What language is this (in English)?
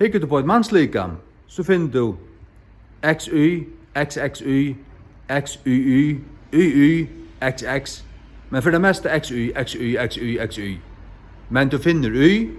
Faroese